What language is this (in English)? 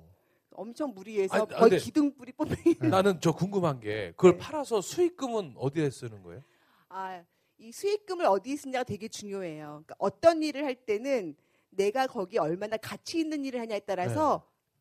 Korean